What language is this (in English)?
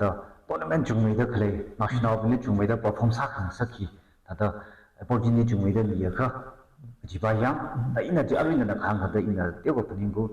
Tangkhul Naga (India)